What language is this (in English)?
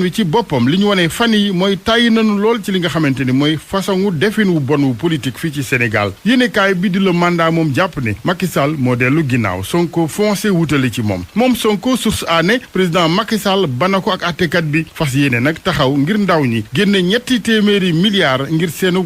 Wolof